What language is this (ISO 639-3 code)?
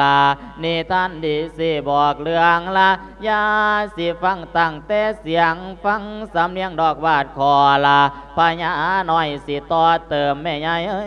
lao